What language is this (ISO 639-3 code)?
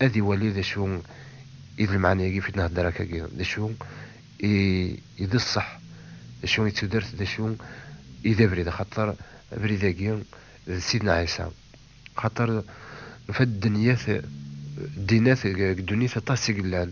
kab